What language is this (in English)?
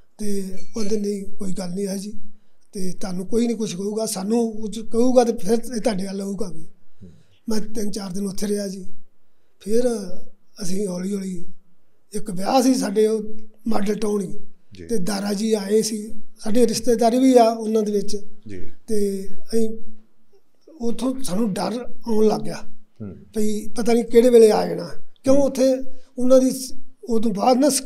Punjabi